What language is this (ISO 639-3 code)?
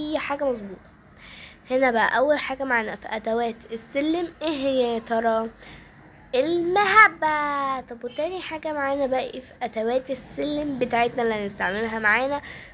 arz